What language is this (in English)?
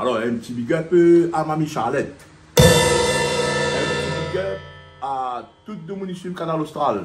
Réunion Creole French